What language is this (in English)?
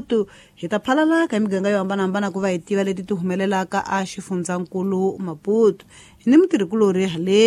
Tsonga